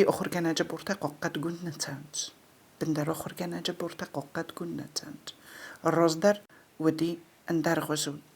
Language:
Ossetic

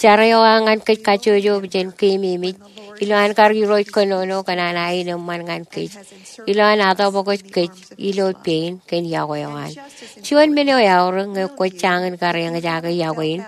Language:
Marshallese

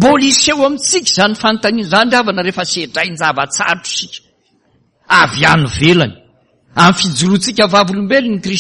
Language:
Malagasy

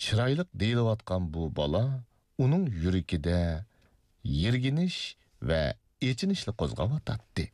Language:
Uyghur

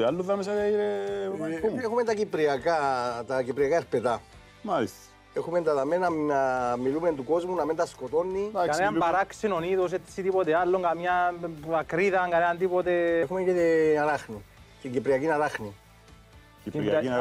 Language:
Greek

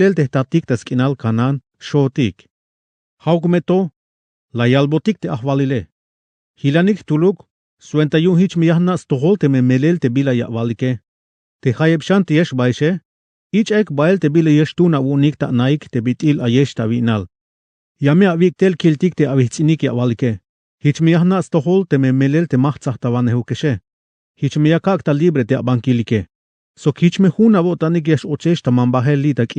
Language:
Tzeltal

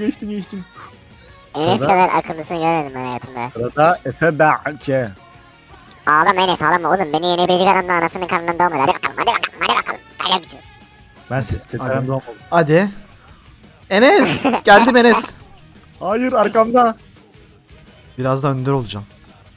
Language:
Turkish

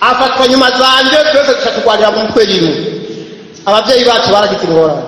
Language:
Rundi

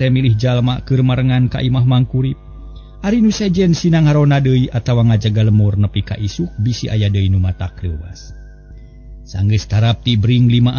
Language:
Sundanese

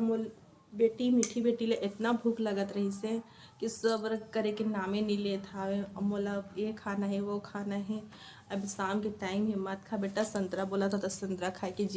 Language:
Chhattisgarhi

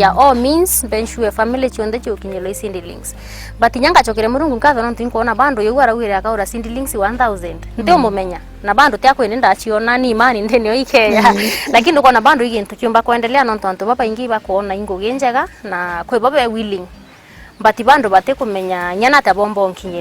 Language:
Meru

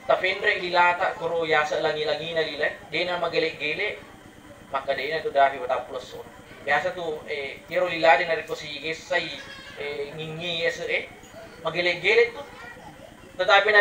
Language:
Buginese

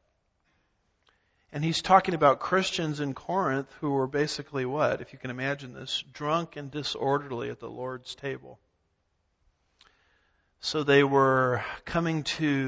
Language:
English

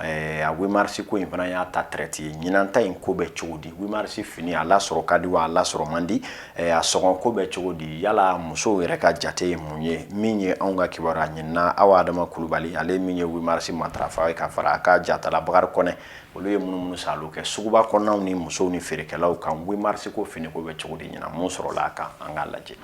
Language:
Bambara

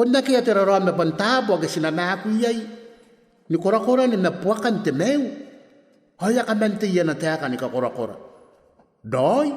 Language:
Gilbertese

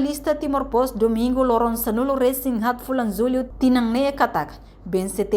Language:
Tetum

